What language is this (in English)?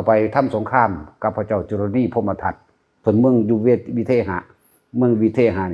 Northeastern Thai